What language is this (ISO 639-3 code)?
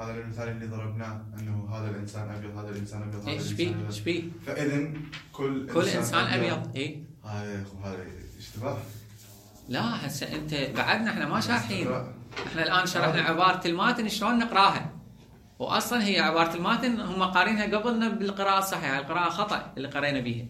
acm